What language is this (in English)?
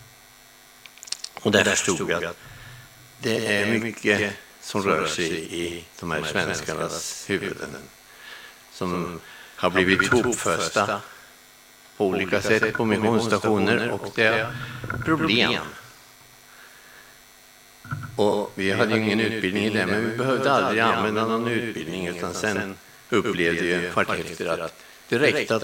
Swedish